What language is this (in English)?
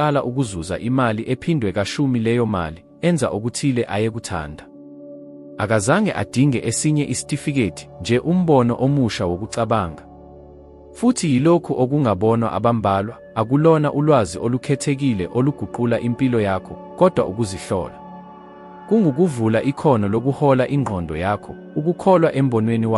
Zulu